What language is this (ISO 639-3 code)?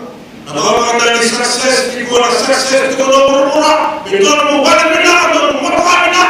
fij